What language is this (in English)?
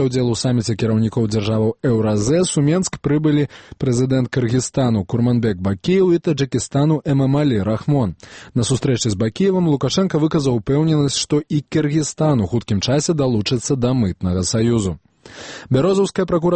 Belarusian